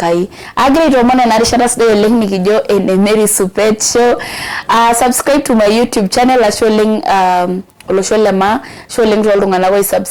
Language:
Masai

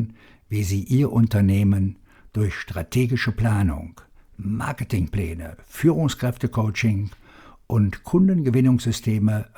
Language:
German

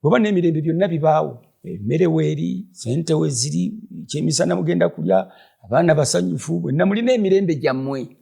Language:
Ganda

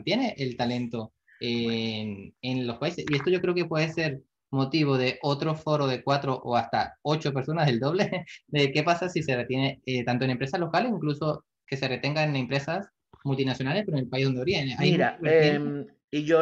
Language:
Spanish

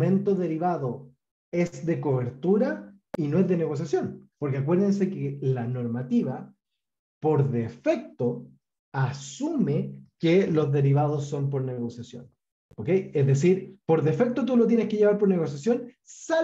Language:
Spanish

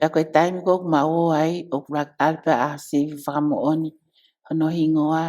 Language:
Tongan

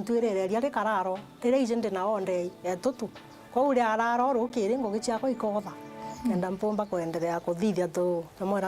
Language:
Meru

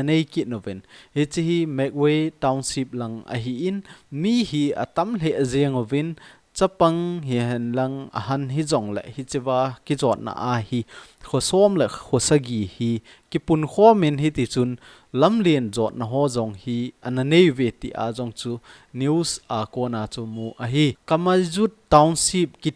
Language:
Thado Chin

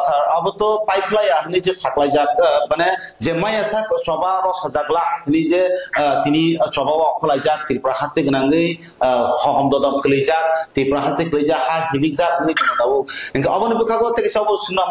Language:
Kok Borok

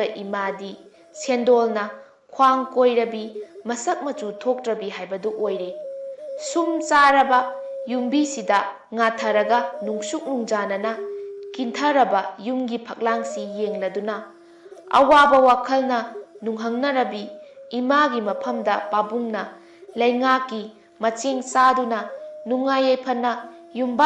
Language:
Manipuri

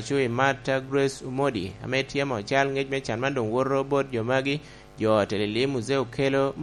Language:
Lango (Uganda)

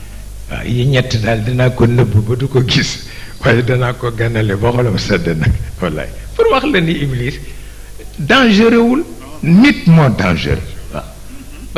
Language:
Wolof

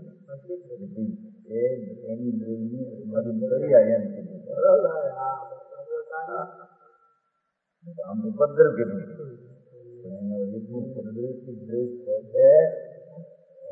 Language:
Gujarati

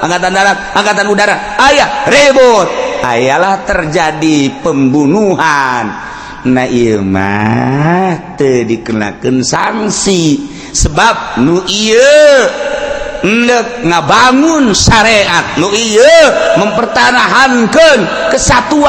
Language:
Sundanese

